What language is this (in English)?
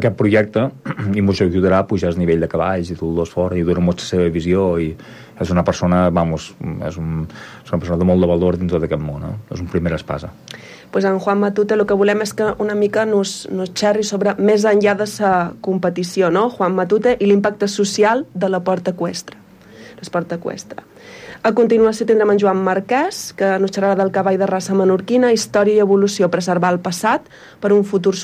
Catalan